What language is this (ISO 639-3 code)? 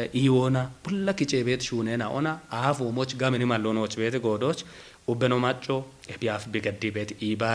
kbr